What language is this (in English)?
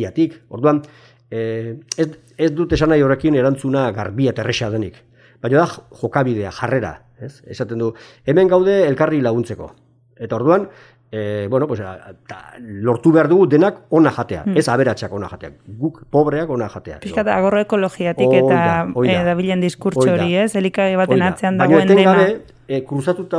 Basque